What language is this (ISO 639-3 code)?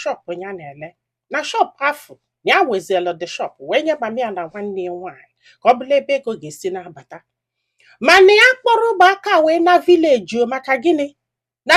ibo